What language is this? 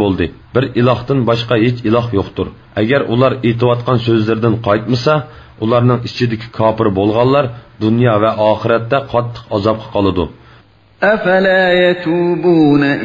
Uyghur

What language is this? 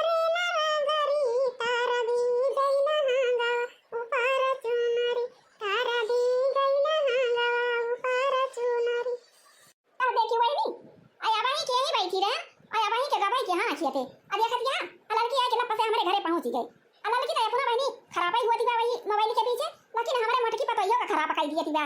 Awadhi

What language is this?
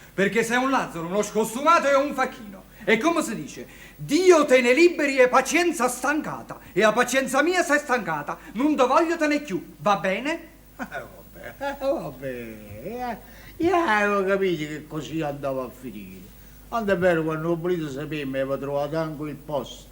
Neapolitan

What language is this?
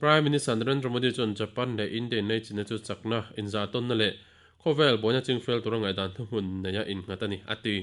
Mizo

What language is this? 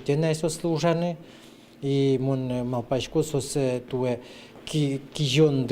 Udmurt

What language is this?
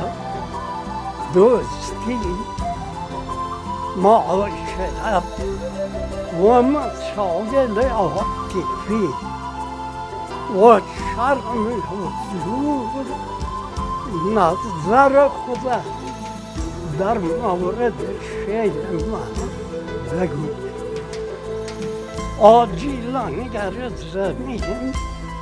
Persian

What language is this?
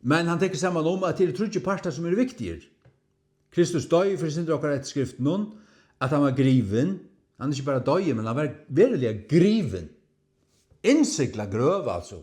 Faroese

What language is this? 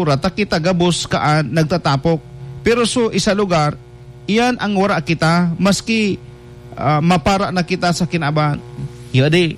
Bikol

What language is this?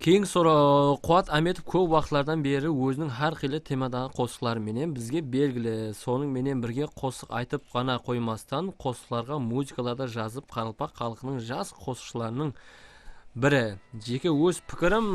Kara-Kalpak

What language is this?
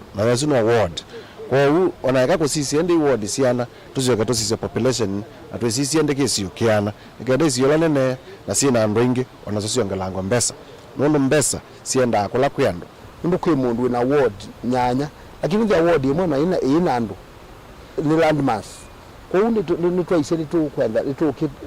Kamba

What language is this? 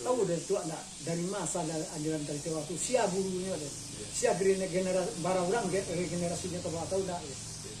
Minangkabau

